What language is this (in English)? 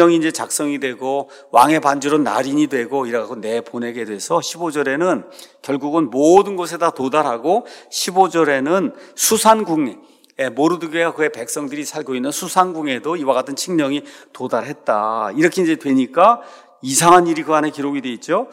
Korean